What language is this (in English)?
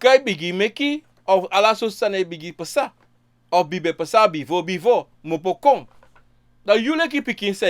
Sranan Tongo